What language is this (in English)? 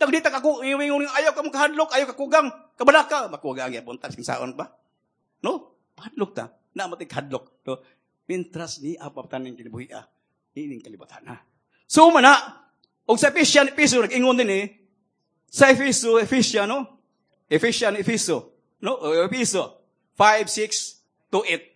Cebuano